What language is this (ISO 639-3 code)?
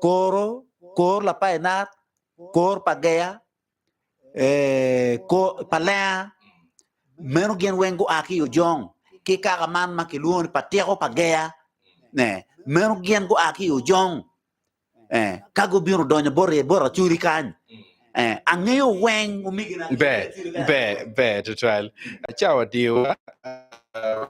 ach